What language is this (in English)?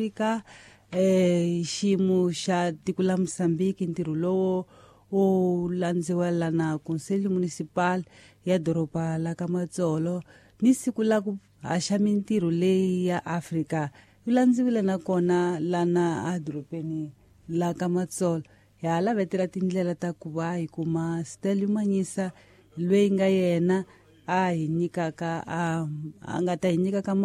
Tsonga